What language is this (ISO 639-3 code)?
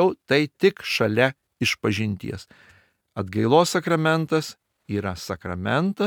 lit